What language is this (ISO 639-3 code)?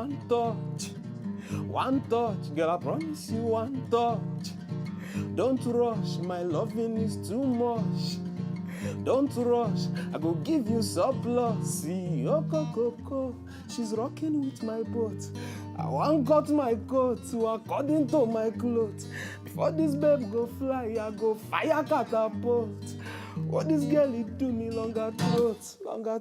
pcm